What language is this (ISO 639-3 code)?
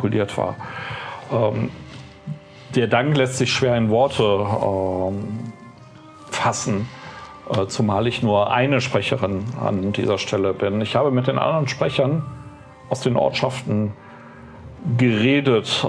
deu